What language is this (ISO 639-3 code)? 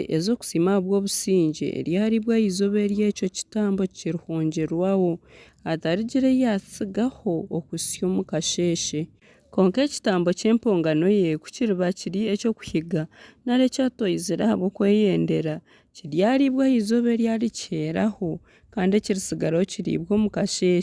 nyn